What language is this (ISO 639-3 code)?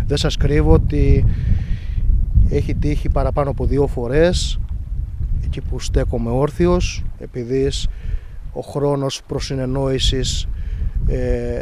ell